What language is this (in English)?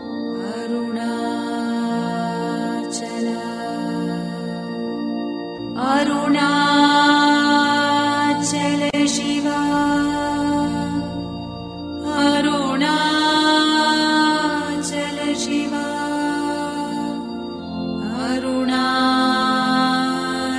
Kannada